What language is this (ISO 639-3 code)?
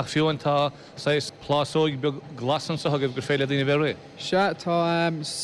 gle